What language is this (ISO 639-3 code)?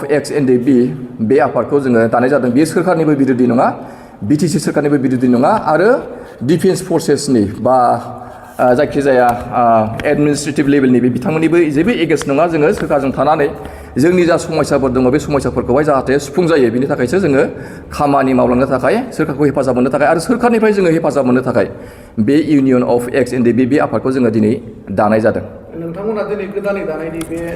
brx